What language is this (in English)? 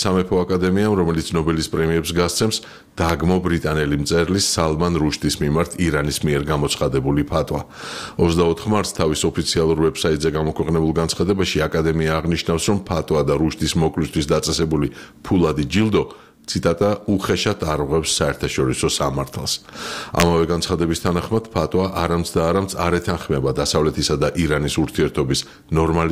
Georgian